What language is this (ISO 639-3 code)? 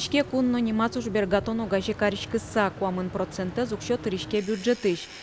udm